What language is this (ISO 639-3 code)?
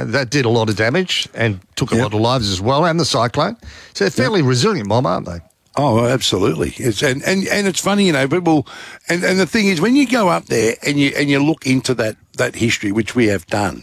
eng